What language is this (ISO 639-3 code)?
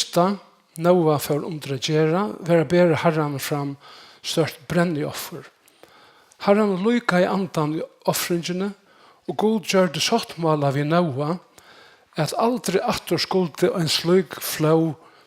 fao